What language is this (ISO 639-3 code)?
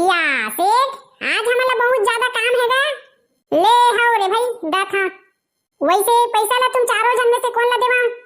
hne